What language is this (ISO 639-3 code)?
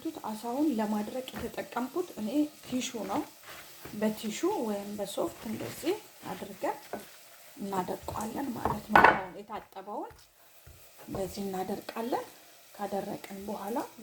amh